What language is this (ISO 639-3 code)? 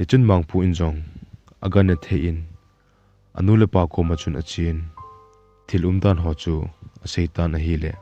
tcz